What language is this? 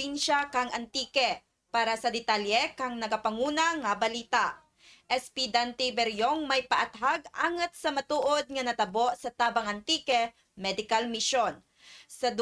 Kinaray-a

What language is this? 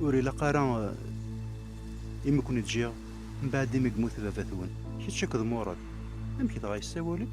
Kabyle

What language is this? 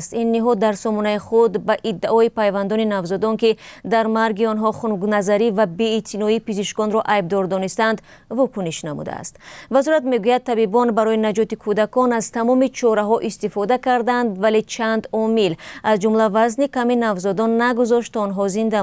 Tajik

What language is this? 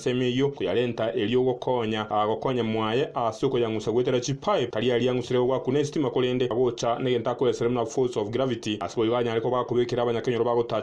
Gusii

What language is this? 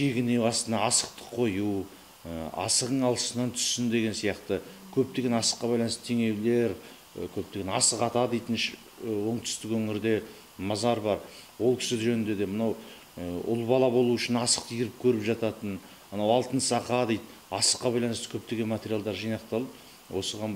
Kazakh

